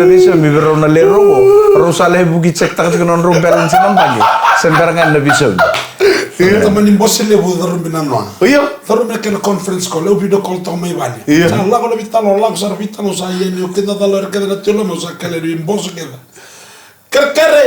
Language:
Fijian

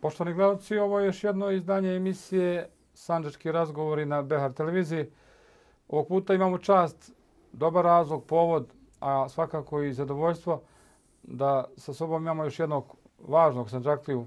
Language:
Bosnian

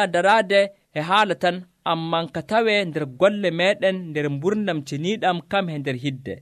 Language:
Nigerian Fulfulde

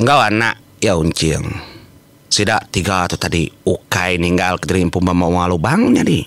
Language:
Iban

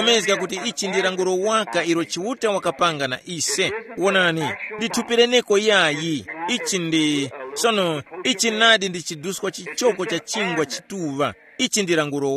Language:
Tumbuka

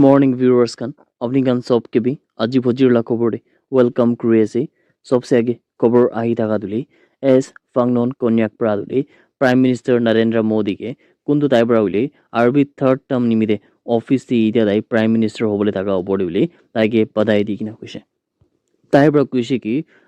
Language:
Naga Pidgin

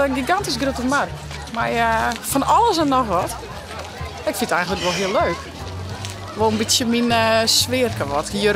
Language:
Western Frisian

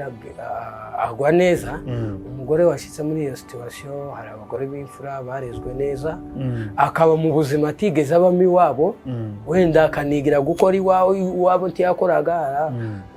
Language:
Kinyarwanda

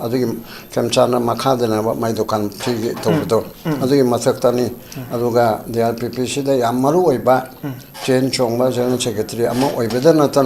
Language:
Manipuri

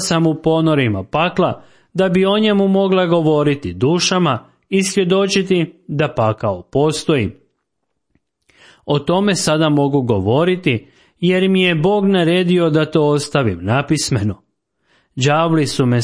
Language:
Croatian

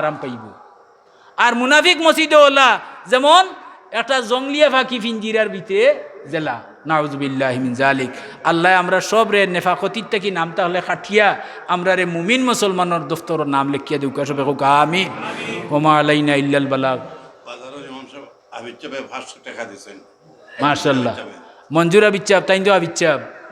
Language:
Sylheti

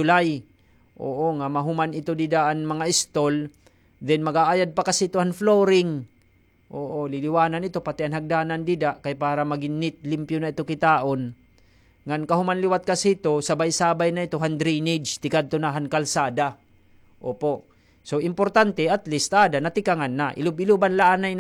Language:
Waray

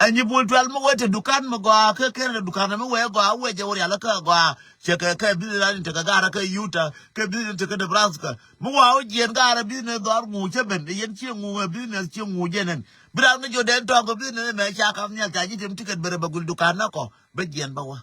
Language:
Nuer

